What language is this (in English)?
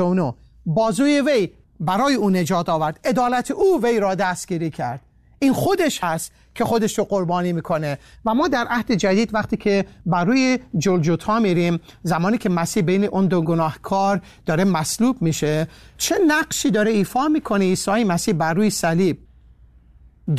Persian